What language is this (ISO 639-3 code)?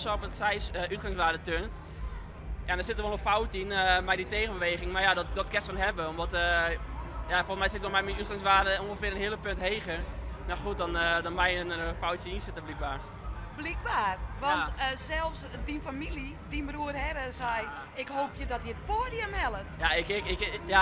fry